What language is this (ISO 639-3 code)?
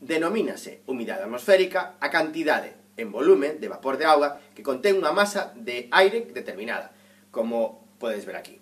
glg